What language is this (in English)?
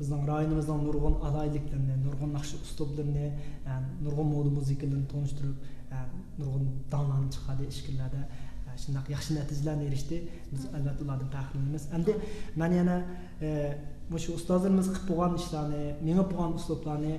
Uyghur